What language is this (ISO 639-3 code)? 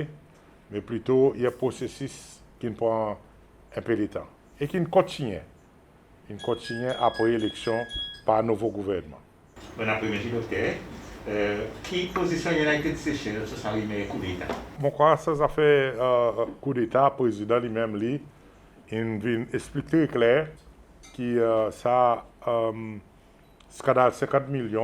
crs